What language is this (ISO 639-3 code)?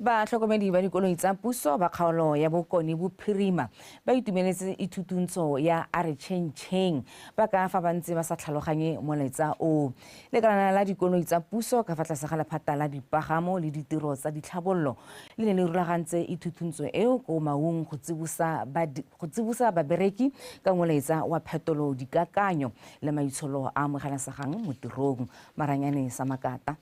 tsn